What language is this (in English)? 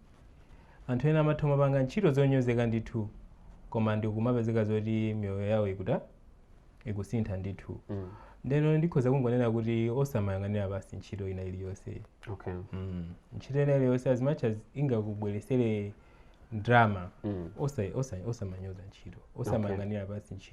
Nyanja